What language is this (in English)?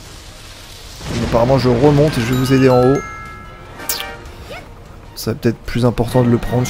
French